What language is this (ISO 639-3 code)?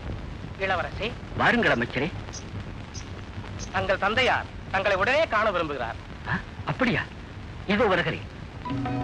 tam